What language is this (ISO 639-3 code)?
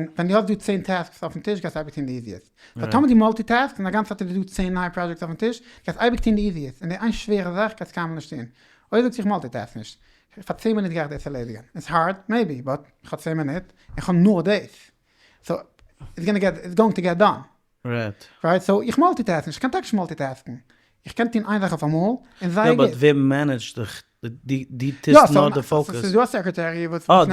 yid